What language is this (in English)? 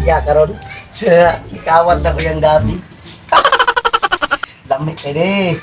Cebuano